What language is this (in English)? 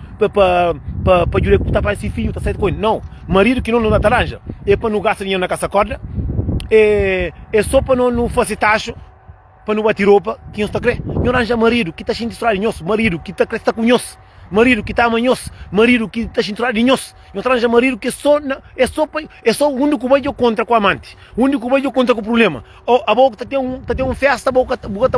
Kabuverdianu